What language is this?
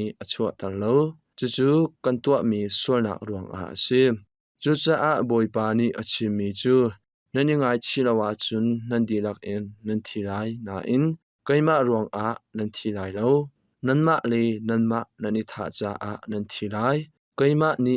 Hakha Chin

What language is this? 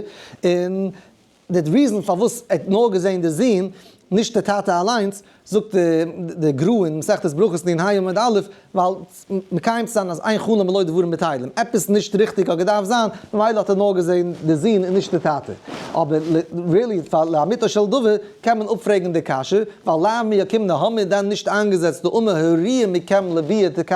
Yiddish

